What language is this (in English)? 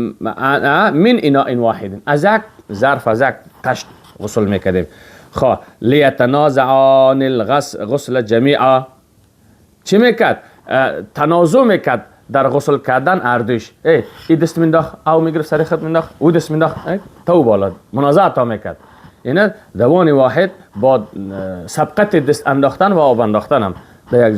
Persian